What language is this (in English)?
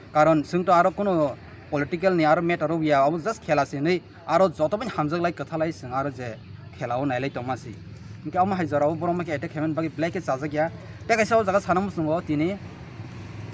Kok Borok